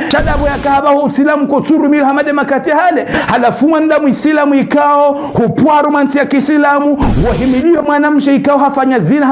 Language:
Ngazidja Comorian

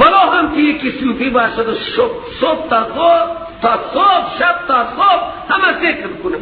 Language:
Persian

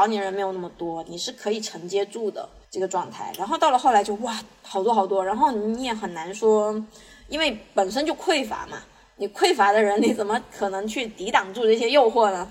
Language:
Chinese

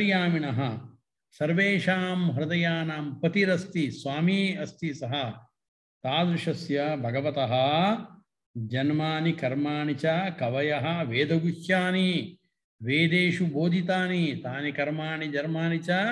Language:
Sanskrit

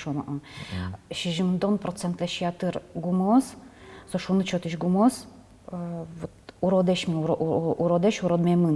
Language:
Udmurt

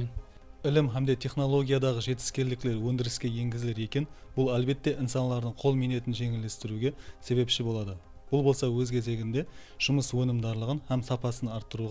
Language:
Kara-Kalpak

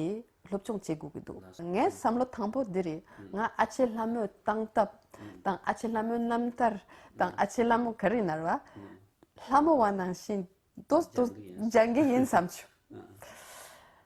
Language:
Tibetan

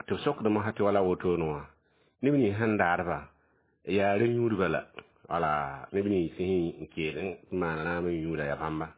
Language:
Mossi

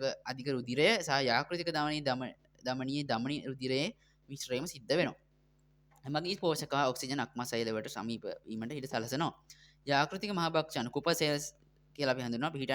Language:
Sinhala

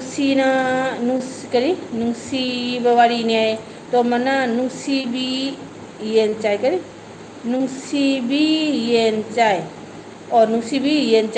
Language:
Manipuri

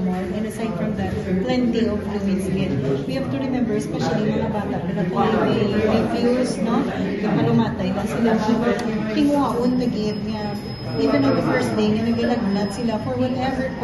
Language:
Hiligaynon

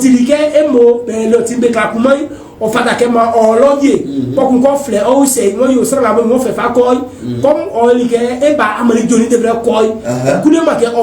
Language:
Baoulé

